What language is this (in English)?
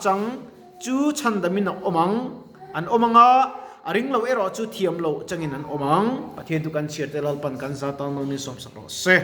Mizo